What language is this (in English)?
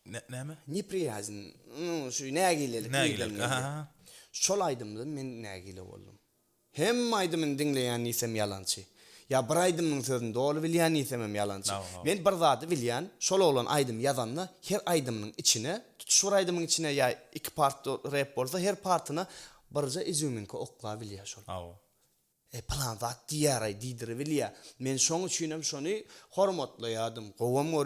Turkmen